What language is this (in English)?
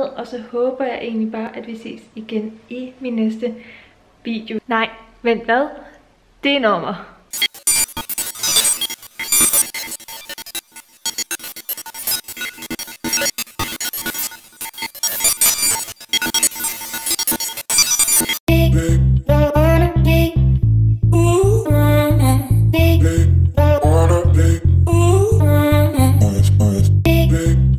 Danish